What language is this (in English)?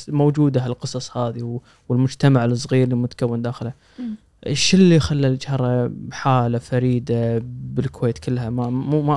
Gulf Arabic